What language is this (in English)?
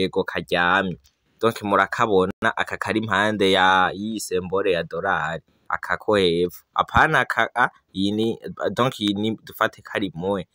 Rundi